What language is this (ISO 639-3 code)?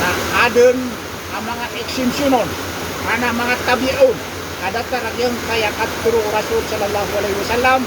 mrw